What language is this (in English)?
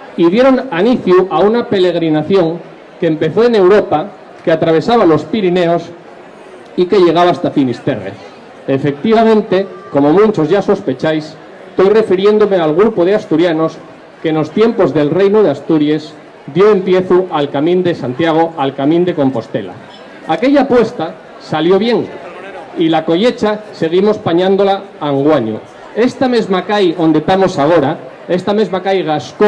Asturian